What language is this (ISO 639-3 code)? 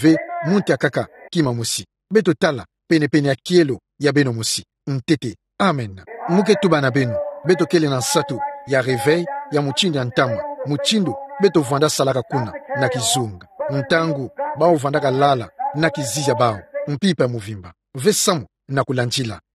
ktu